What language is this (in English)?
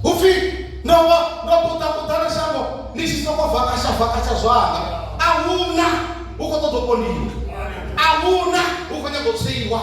Venda